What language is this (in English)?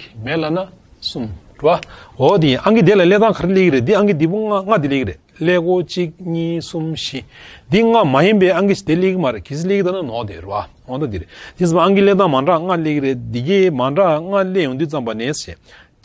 Tibetan